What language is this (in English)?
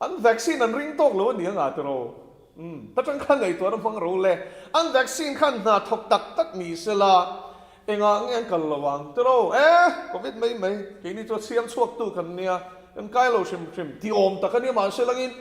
Mizo